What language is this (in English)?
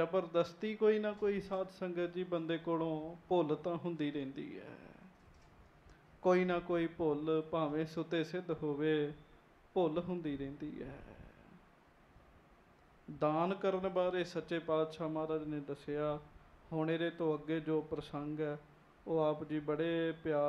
Punjabi